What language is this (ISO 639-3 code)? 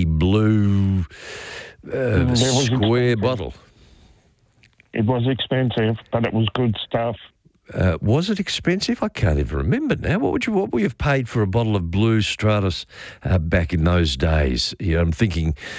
eng